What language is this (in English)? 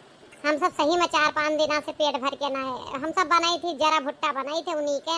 Awadhi